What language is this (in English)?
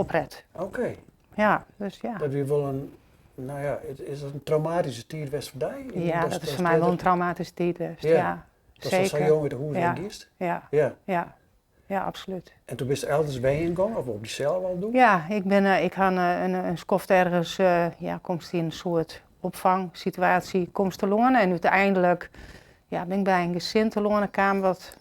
Western Frisian